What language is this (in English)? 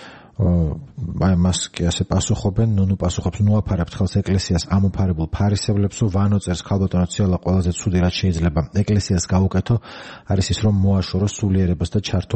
Georgian